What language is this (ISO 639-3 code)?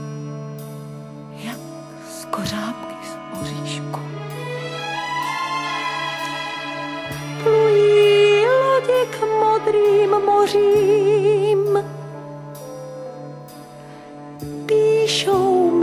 ces